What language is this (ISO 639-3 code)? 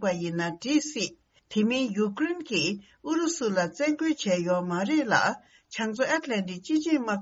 bod